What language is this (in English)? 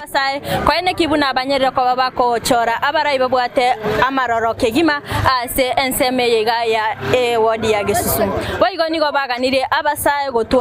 Gusii